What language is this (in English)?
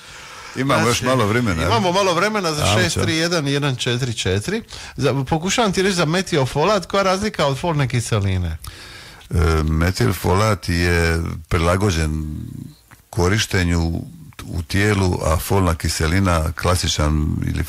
Croatian